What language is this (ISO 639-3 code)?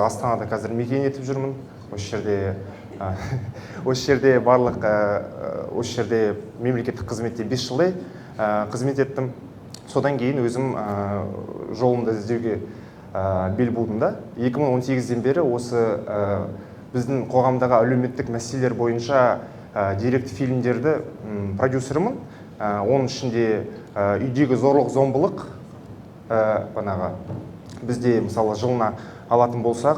kaz